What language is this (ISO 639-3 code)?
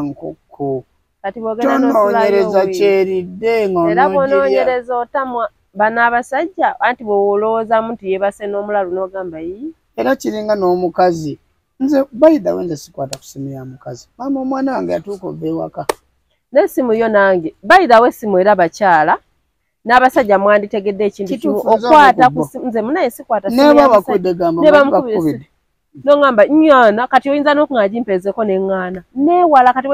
lug